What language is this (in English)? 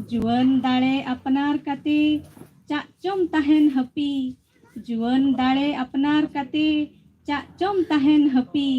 Santali